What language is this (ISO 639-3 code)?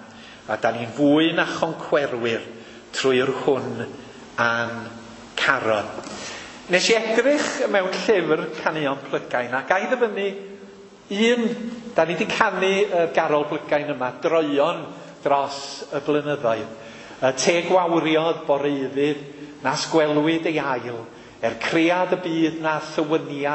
cym